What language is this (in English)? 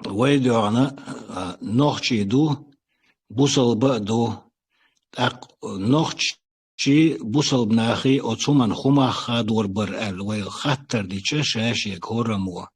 Chechen